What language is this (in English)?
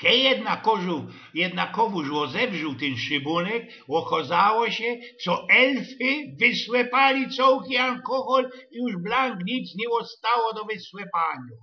Silesian